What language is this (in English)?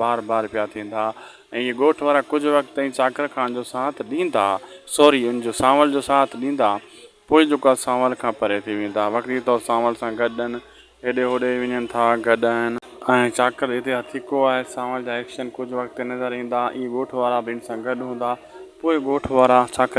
Sindhi